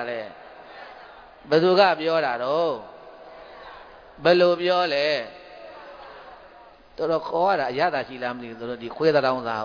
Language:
Burmese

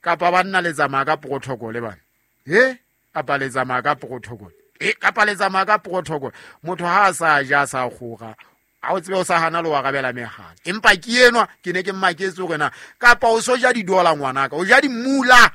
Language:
Southern Sotho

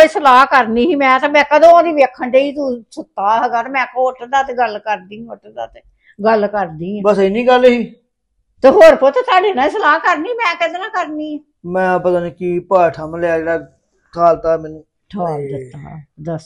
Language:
Punjabi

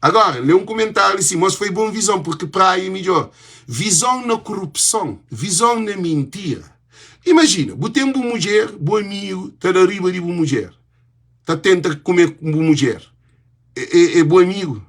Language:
Kabuverdianu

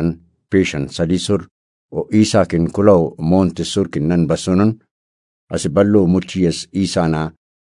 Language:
Brahui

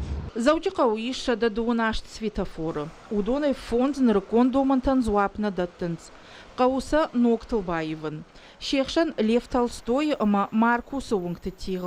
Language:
Ossetic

